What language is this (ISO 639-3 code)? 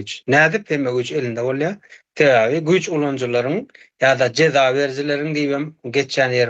tuk